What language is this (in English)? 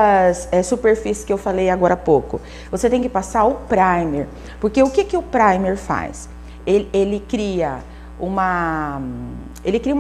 Portuguese